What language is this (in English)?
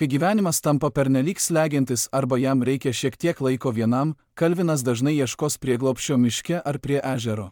Lithuanian